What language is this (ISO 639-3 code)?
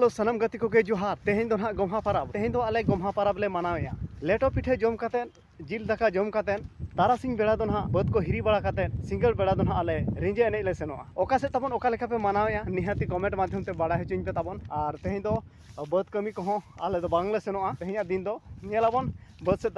sat